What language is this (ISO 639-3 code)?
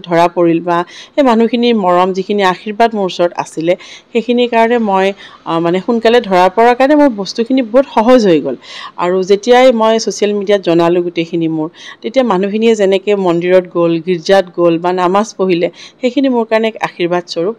asm